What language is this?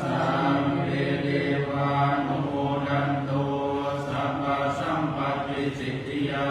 Pali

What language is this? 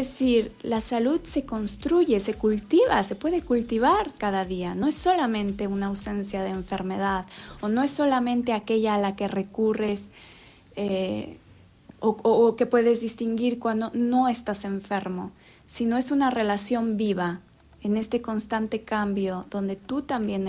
Spanish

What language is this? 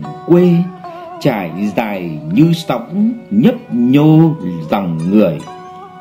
Vietnamese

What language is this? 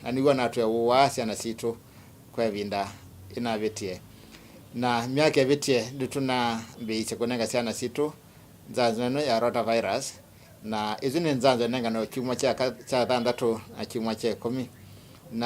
Kamba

